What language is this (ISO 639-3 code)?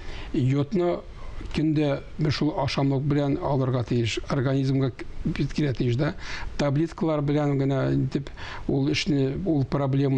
tat